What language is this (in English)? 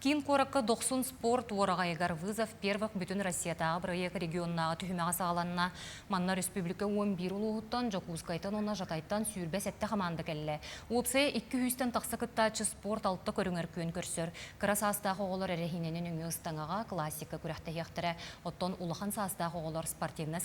Yakut